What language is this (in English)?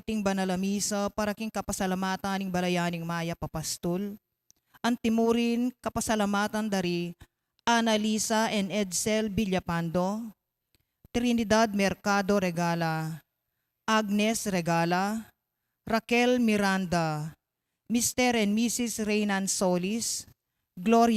Pampanga